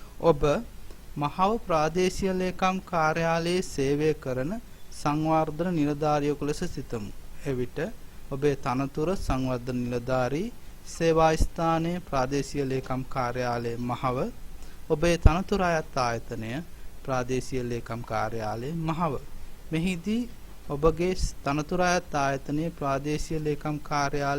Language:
Sinhala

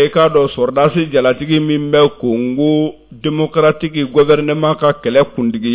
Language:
Bambara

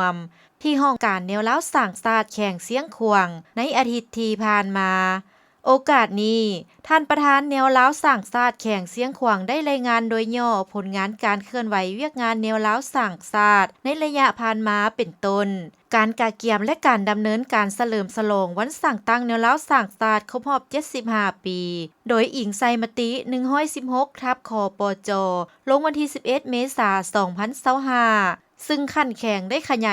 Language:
Lao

